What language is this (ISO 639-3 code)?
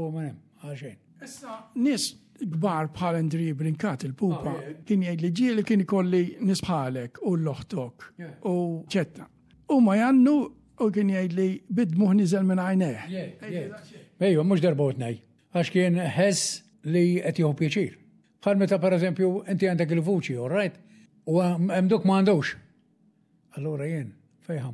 mlt